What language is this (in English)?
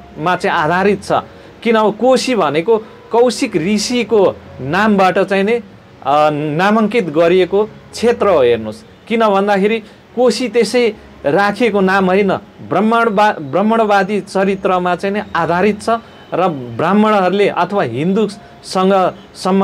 Nepali